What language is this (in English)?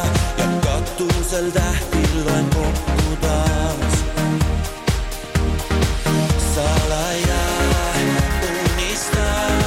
Estonian